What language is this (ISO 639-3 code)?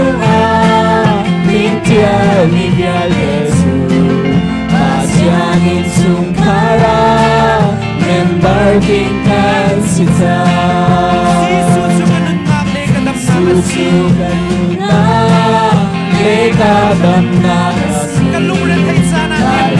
cnh